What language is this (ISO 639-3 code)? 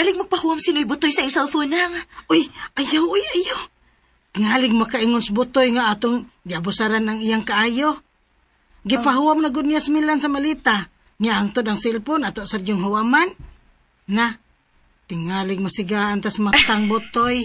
ceb